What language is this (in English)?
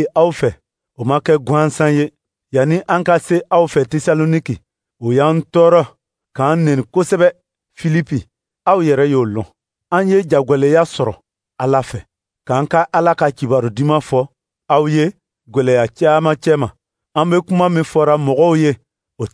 Dyula